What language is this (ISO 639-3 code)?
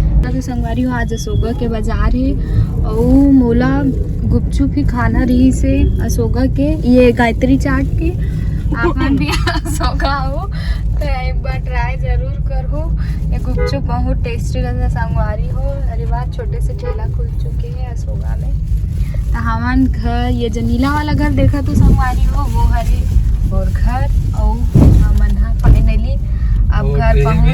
hne